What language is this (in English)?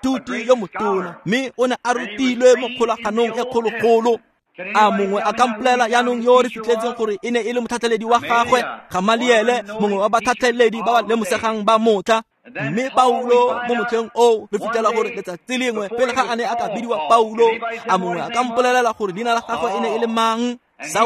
Tswana